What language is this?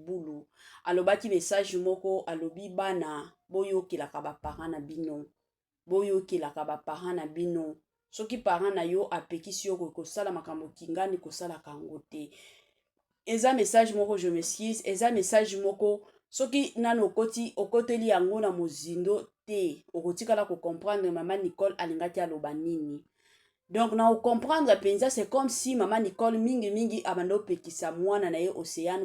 Lingala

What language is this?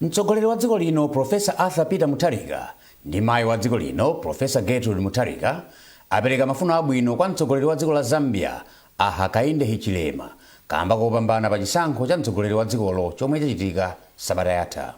Nyanja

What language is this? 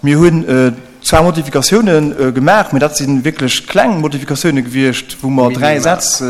Luxembourgish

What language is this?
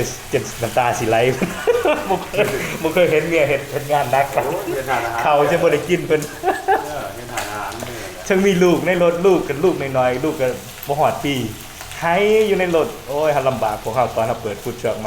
Lao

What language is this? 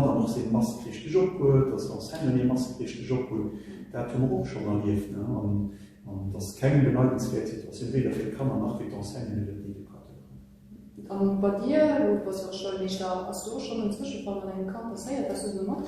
Luxembourgish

